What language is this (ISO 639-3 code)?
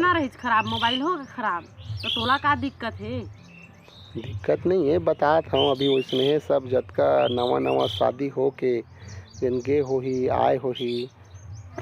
hne